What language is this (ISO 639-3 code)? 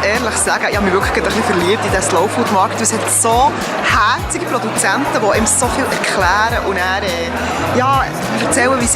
gsw